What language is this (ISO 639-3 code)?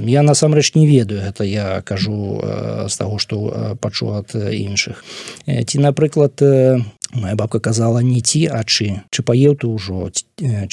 bel